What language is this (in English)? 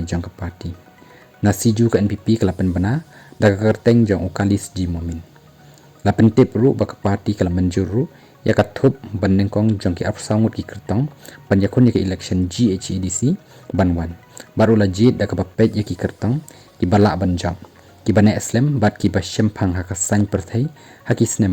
Khasi